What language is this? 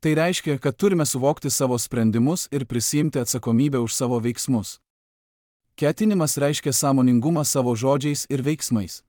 Lithuanian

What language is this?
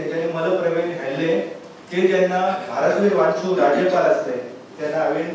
Konkani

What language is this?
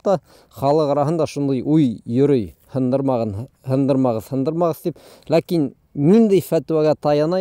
Bashkir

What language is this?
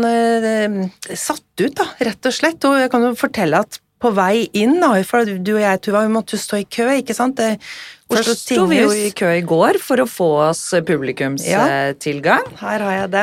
Norwegian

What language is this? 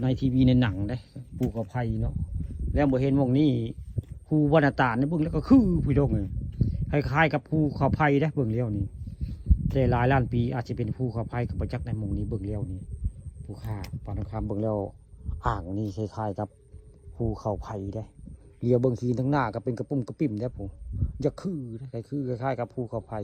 Northeastern Thai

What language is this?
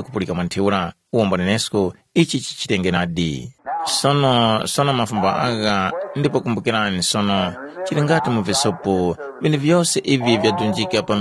Tumbuka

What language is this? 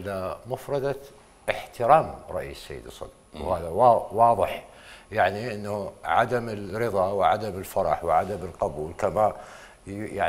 Mesopotamian Arabic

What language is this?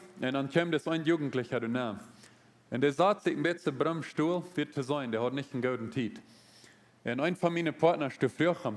Plautdietsch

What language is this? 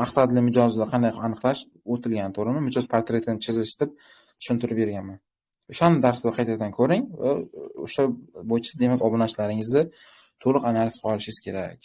Uzbek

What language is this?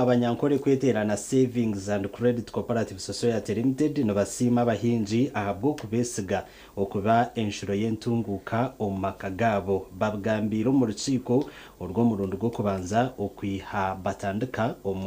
Nyankole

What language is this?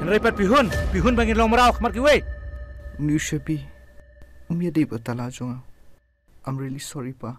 Khasi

